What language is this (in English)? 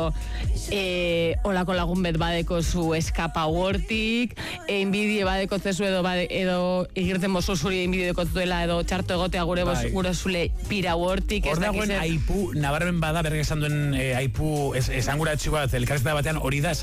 Basque